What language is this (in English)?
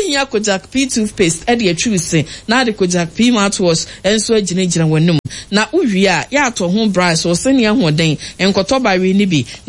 Akan